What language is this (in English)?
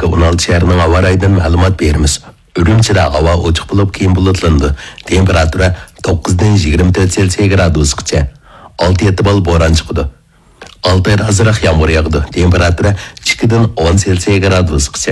Uyghur